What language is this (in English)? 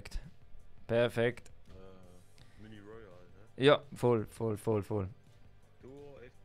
Swiss German